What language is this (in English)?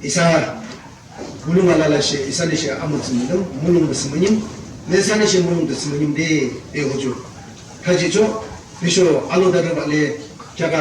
Yimchungru Naga